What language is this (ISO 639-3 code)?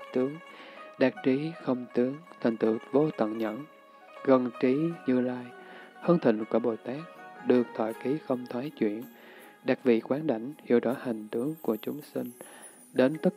vie